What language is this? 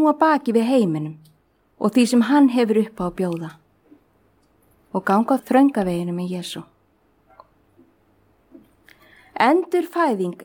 Icelandic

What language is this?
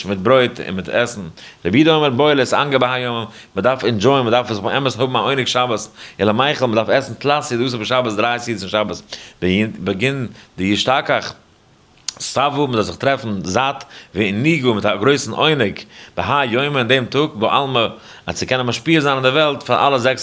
Yiddish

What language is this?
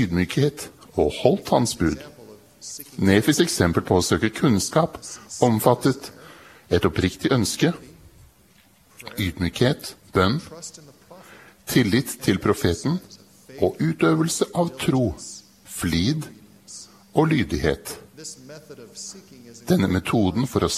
Norwegian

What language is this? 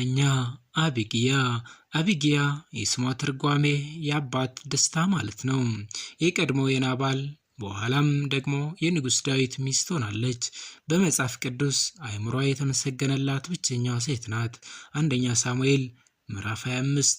Amharic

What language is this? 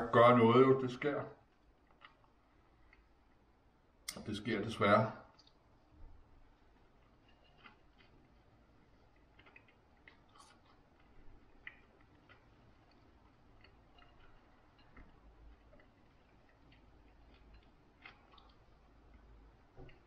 Danish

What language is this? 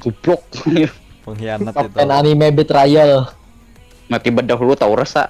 Banjar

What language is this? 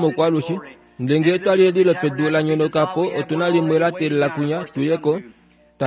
Kuanyama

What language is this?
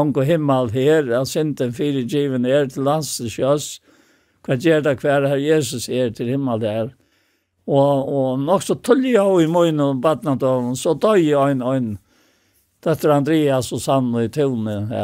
Faroese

